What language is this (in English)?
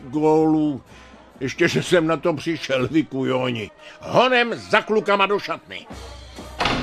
Czech